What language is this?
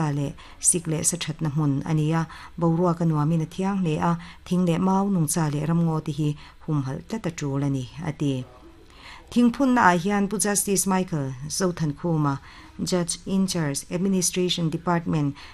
Mizo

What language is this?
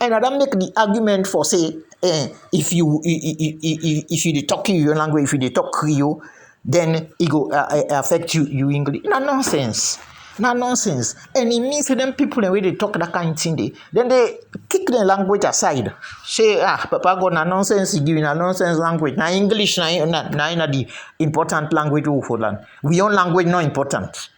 Krio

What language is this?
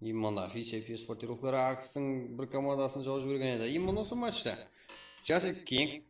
Kara-Kalpak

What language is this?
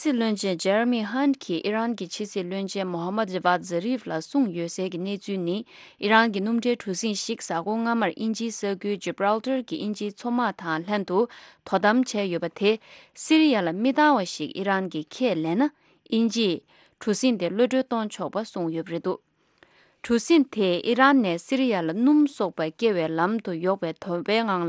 Tibetan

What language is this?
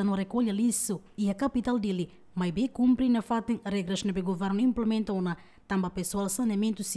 Tetum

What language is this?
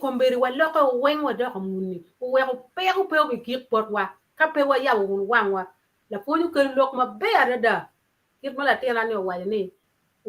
Acoli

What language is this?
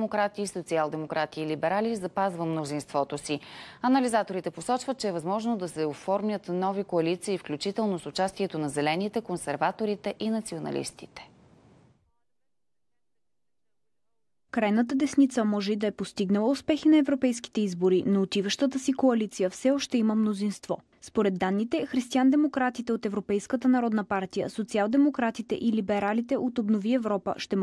Bulgarian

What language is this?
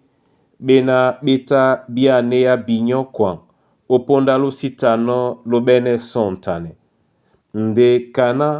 Duala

